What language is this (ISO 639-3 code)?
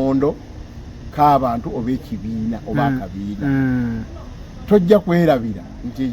lug